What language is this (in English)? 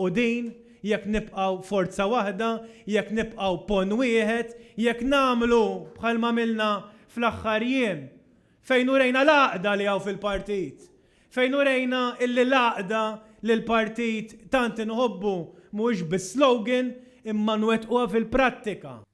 Maltese